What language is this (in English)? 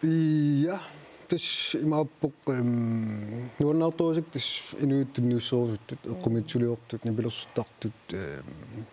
Kalaallisut